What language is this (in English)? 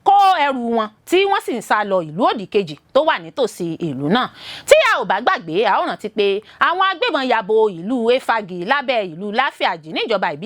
Yoruba